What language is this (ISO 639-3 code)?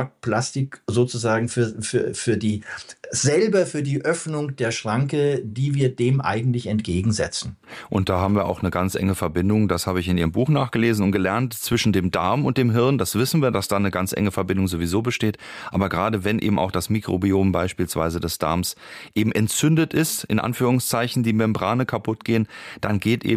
deu